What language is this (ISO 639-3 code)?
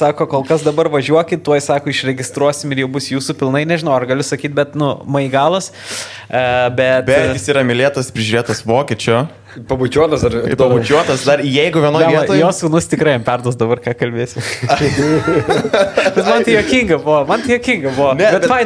lit